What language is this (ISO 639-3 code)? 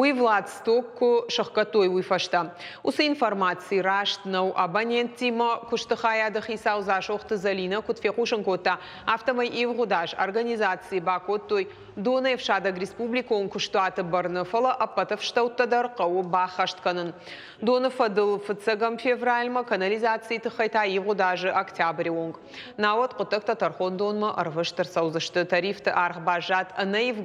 oss